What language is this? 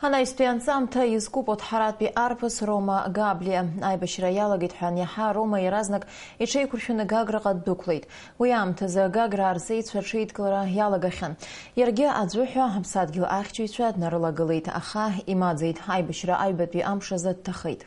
Abkhazian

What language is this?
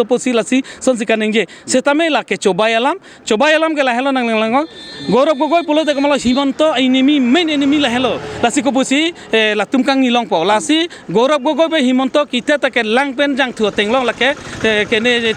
Karbi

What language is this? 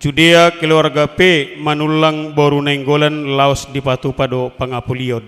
Batak Toba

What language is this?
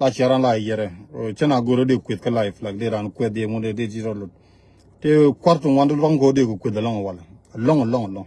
Nuer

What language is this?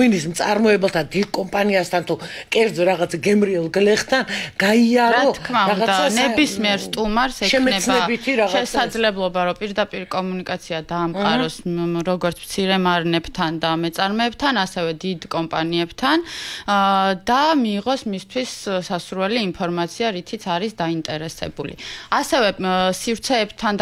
Georgian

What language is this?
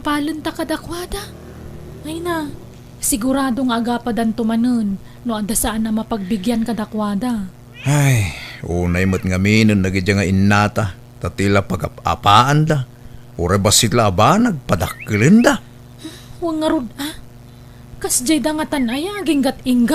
Iloko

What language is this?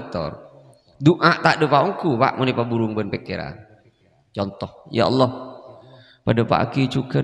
Madurese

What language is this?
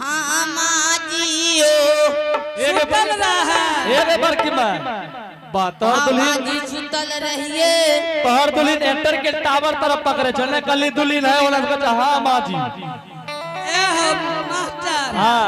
Angika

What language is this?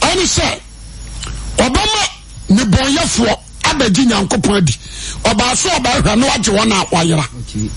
Akan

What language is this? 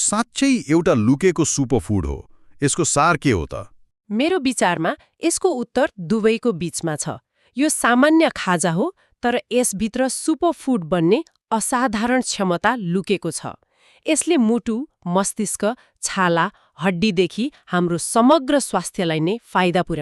Nepali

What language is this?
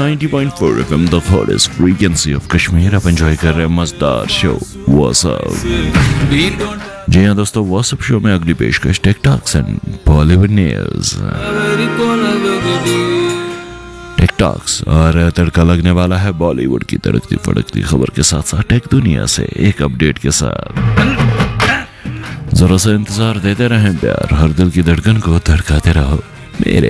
Hindi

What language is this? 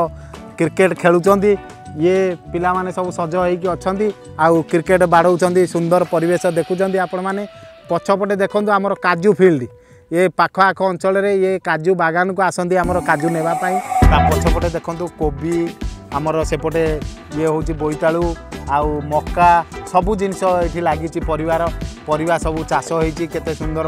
Odia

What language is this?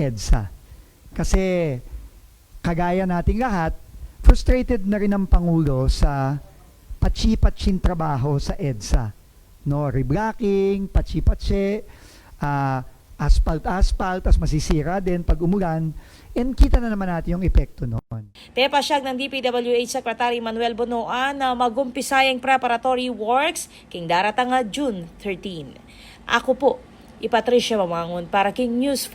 Pampanga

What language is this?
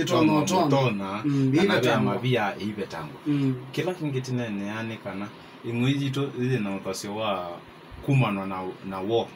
Kamba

